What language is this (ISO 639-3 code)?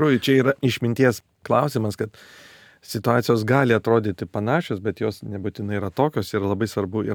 lit